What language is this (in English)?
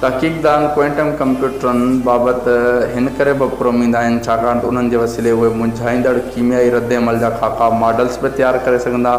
Sindhi